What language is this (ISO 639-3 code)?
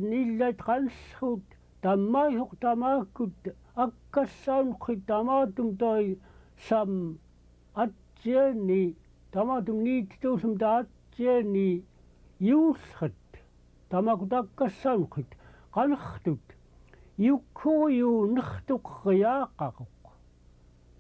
esu